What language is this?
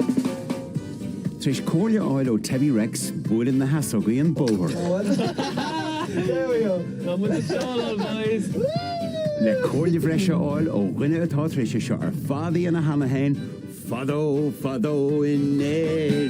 Irish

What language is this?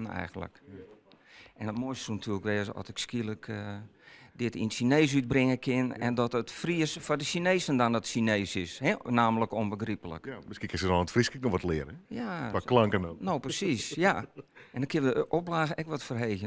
Western Frisian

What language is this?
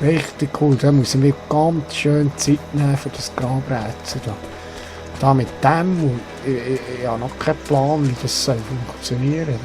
Swiss German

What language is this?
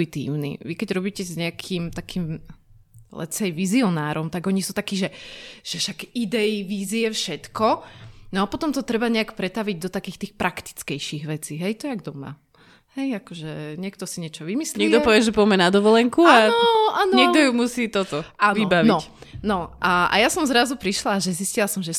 Slovak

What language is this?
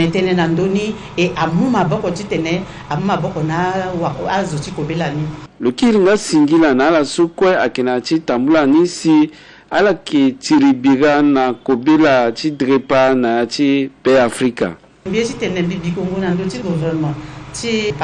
Sango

